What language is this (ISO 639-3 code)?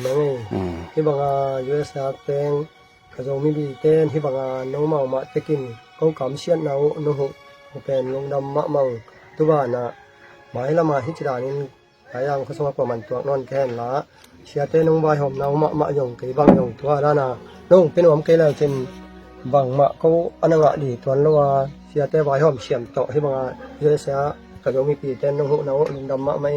ctd